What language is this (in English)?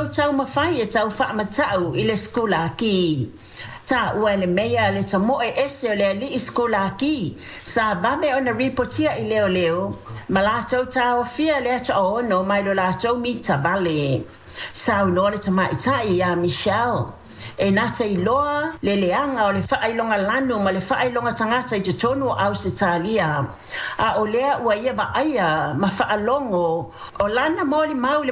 Samoan